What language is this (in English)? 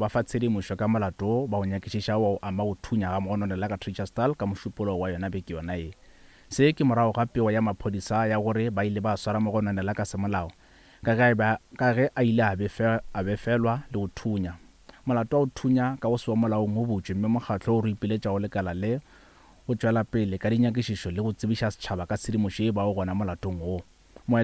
Northern Sotho